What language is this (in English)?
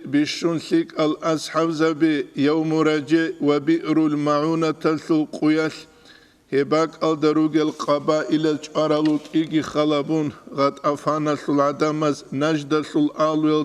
Avaric